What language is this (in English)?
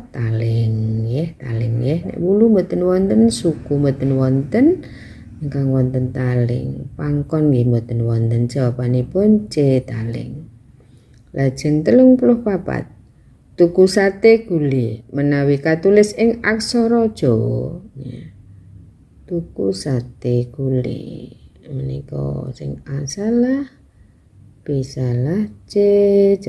Javanese